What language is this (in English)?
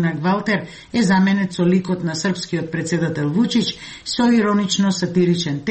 Macedonian